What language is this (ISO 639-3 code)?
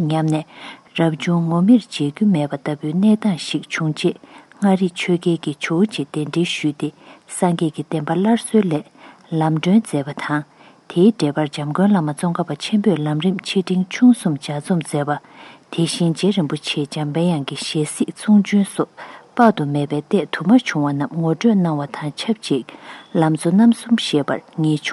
bod